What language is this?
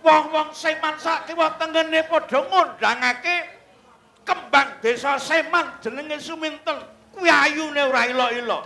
Javanese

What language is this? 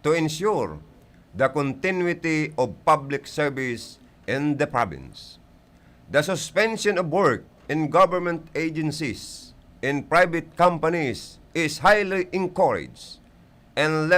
Bikol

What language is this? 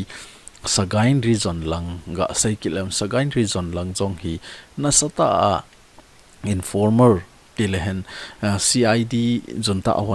Thado Chin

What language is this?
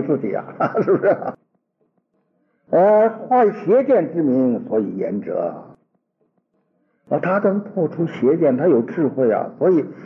Chinese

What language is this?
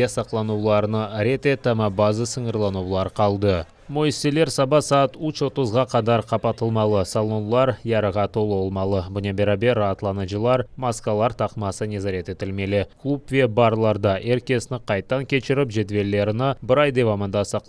Crimean Tatar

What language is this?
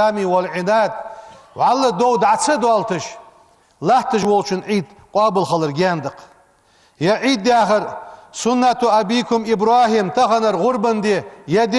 Ingush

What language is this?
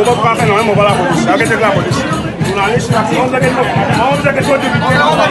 Morisyen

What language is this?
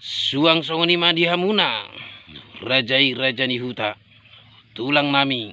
Batak Toba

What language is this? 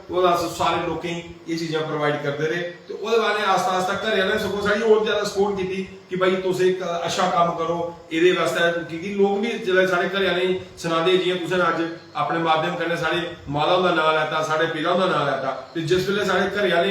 Dogri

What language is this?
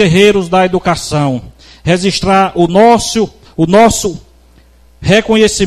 Portuguese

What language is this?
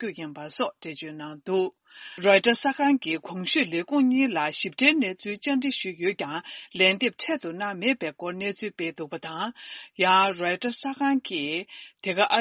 Tibetan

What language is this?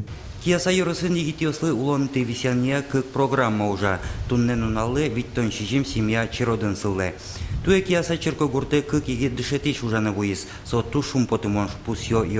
Udmurt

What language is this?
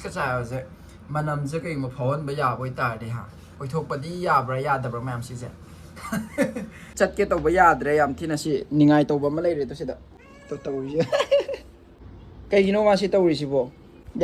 Manipuri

